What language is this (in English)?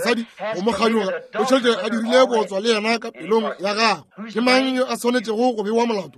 Northern Sotho